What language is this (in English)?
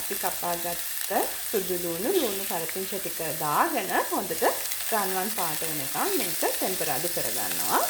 Sinhala